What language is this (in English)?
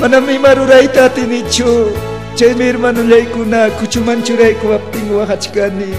Ayacucho Quechua